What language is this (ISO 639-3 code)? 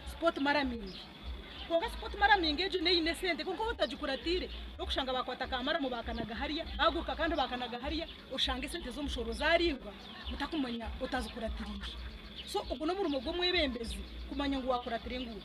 nyn